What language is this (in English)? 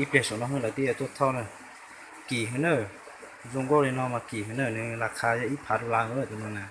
Hmong